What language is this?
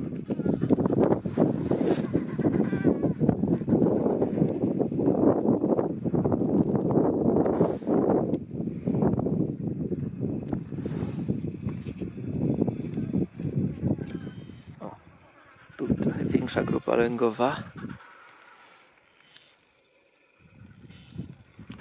Polish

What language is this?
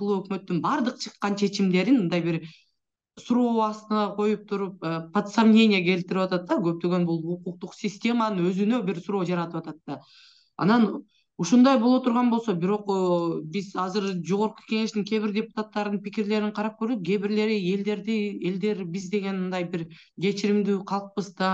Kyrgyz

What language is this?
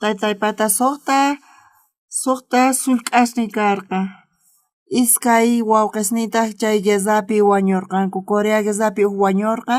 South Bolivian Quechua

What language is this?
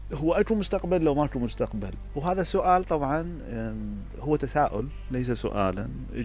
Mesopotamian Arabic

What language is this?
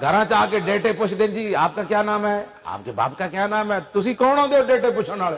Western Panjabi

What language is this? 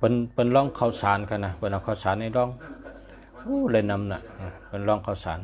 Shan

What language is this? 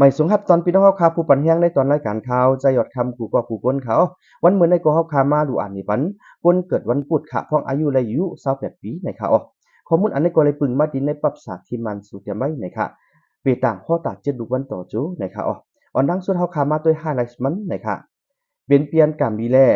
Shan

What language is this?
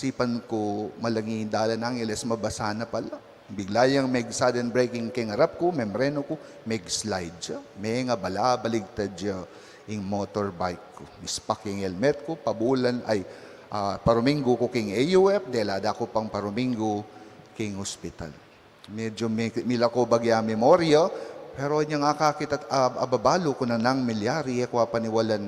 Pampanga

